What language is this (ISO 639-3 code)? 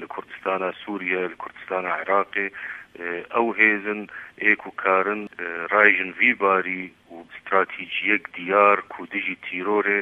kur